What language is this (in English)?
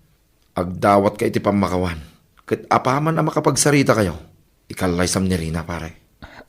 Iloko